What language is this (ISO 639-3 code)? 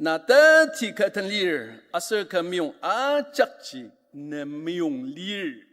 njo